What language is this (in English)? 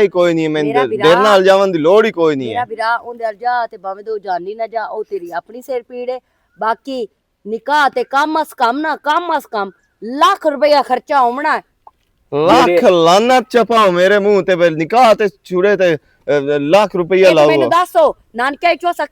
Western Panjabi